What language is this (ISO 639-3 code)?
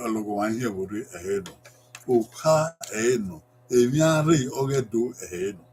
bin